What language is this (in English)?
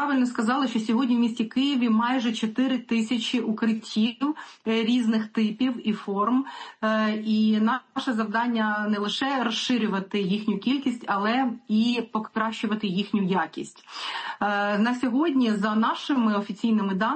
Ukrainian